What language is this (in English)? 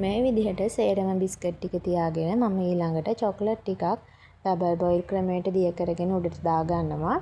Sinhala